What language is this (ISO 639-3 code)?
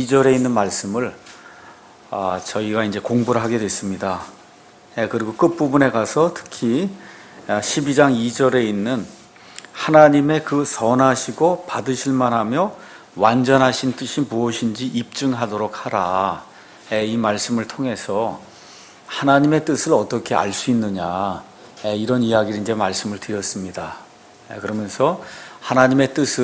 kor